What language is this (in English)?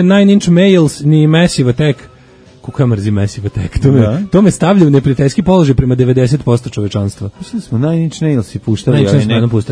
Serbian